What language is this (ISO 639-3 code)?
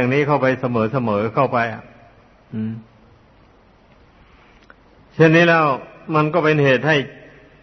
tha